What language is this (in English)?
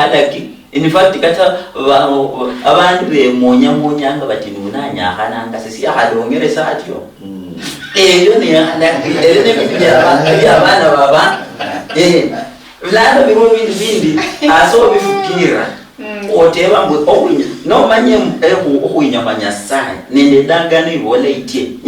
Luyia